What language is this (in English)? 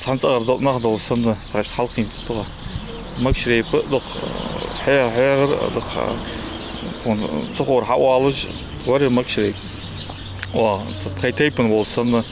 Ingush